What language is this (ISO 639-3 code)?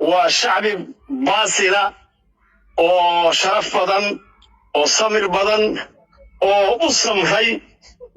som